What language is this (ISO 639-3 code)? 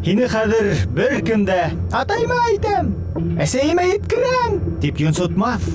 bak